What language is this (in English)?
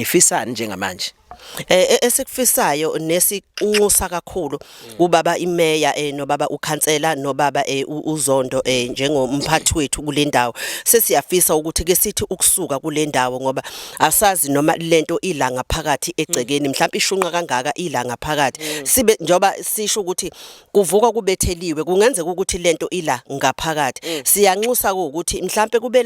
Zulu